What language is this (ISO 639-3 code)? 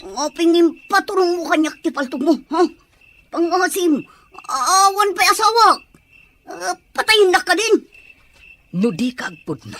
ilo